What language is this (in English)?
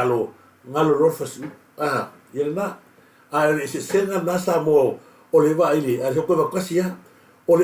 Samoan